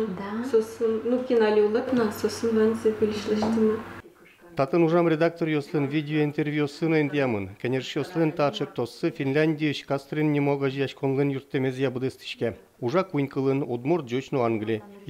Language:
Udmurt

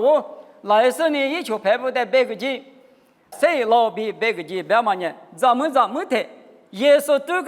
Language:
Lisu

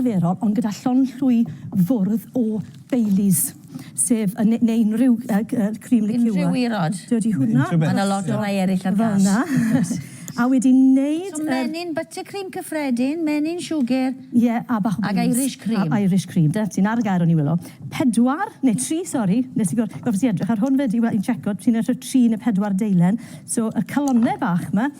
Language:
Welsh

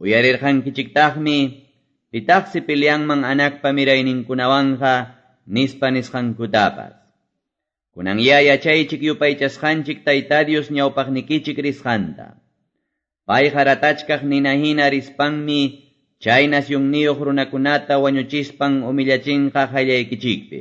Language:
Quechua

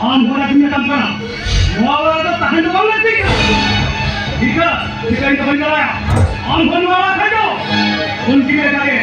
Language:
Santali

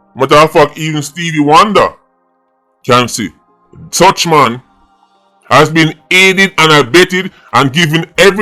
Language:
Jamaican Creole English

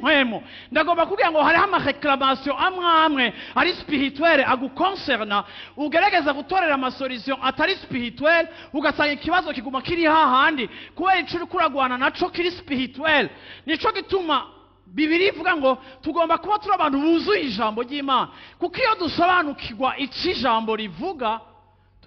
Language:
Rundi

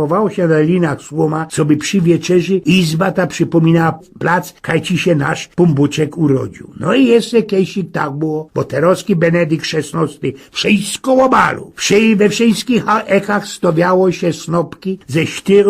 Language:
Silesian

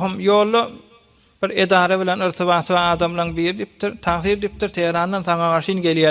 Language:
Turkmen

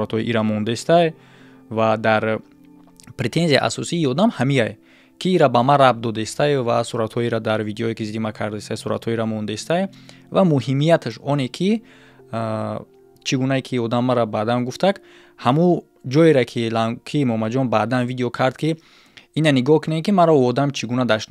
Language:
Tajik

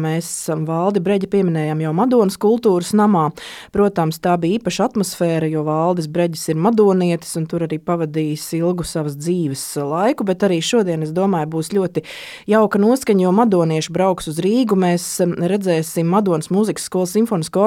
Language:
Latvian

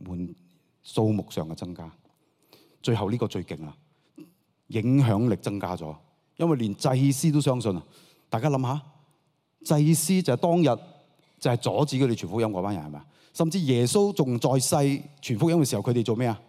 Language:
Cantonese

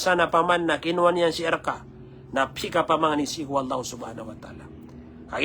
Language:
Maranao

